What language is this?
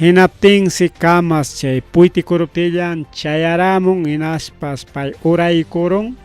Ayacucho Quechua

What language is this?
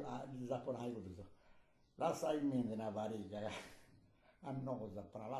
Sardinian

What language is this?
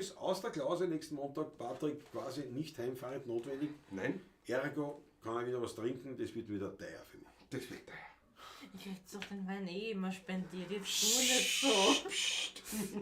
Bavarian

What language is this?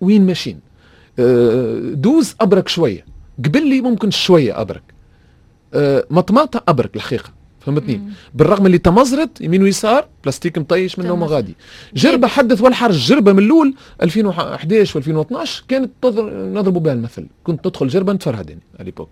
Tunisian Arabic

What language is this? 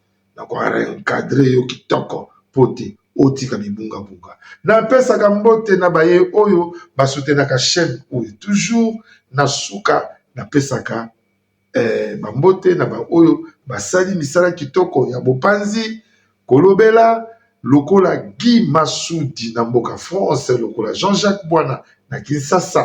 Lingala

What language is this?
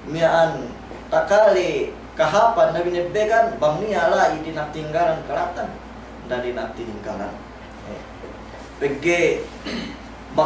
Yakan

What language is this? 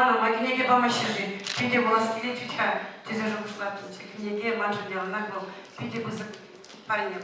Chuvash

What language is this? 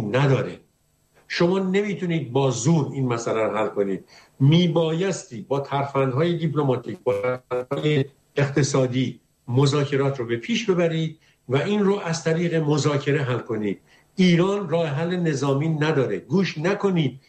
Persian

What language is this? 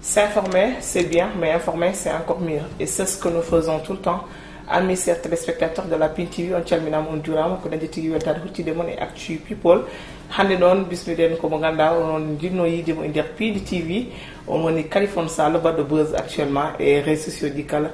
Fula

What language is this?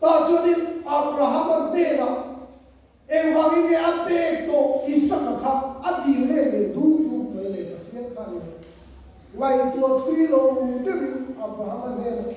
Mizo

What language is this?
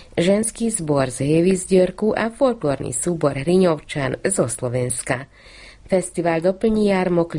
Slovak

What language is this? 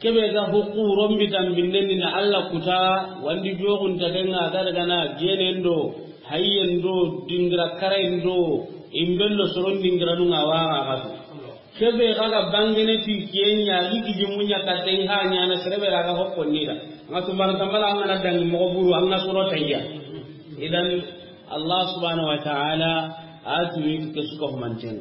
Soninke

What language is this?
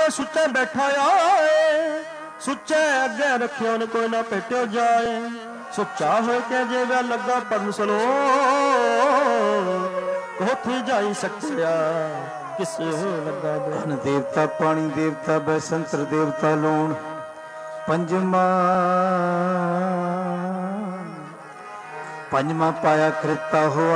Punjabi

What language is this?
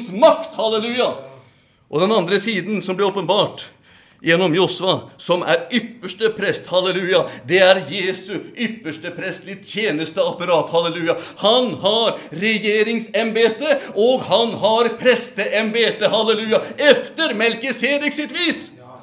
Norwegian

